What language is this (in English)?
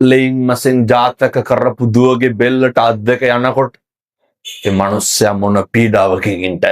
Sinhala